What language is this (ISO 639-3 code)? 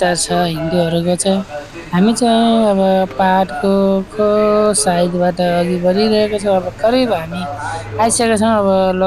nep